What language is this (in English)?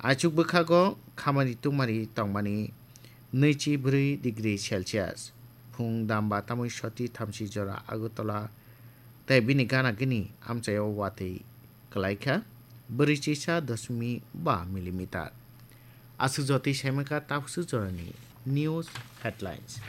Kok Borok